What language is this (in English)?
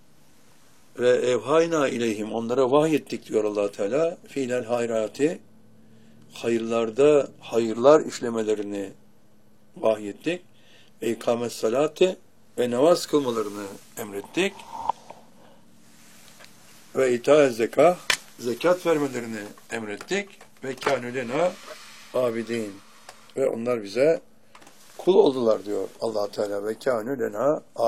Turkish